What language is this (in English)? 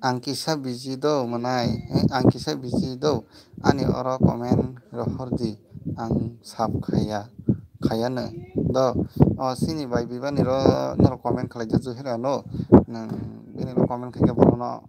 Kok Borok